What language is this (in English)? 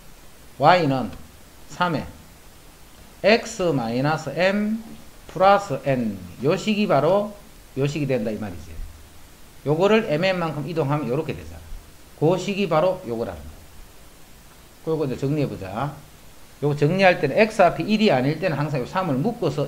Korean